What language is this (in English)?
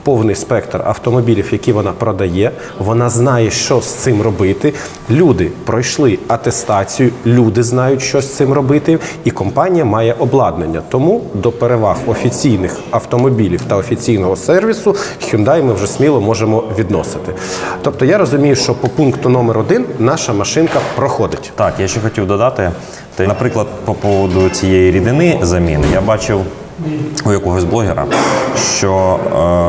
Ukrainian